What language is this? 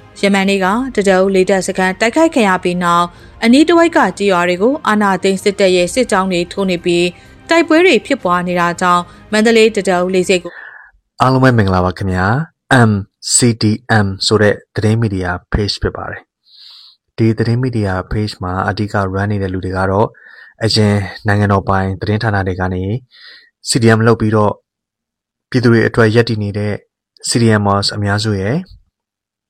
Burmese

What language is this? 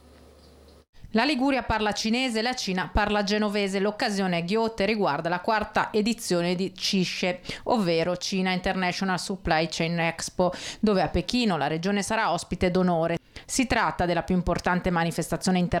Italian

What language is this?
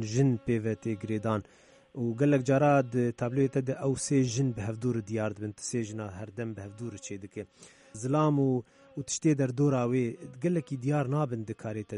Kurdish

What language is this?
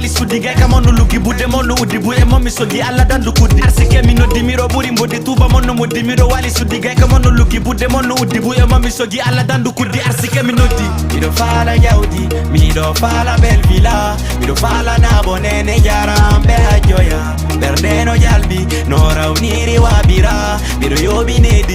Fula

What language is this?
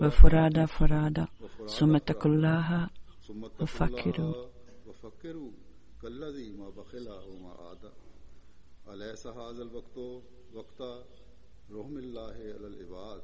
Bosnian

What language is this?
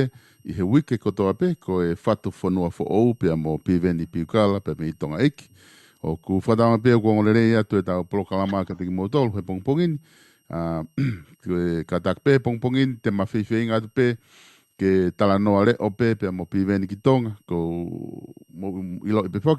Tongan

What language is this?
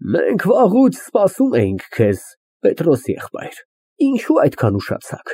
Armenian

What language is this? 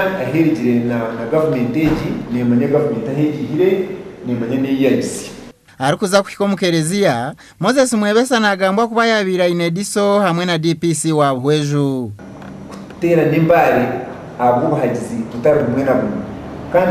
Nyankole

